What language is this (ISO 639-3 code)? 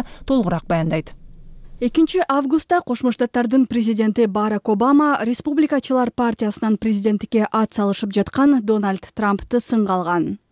kir